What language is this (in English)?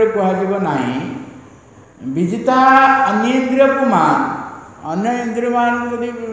Odia